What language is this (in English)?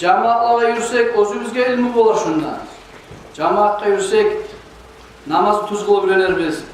Kumyk